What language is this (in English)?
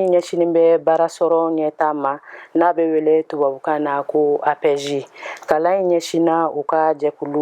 Bambara